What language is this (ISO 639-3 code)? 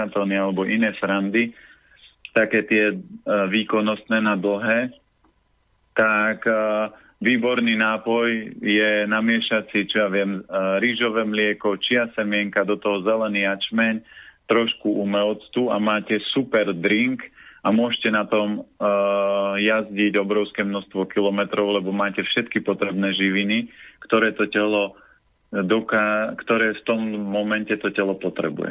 slk